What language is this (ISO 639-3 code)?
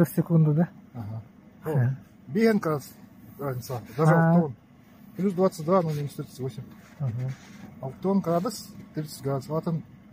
sah